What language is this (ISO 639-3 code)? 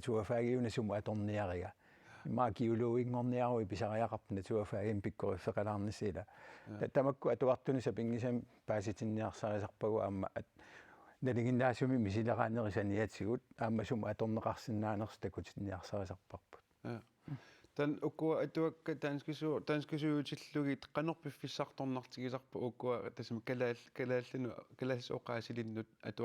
kal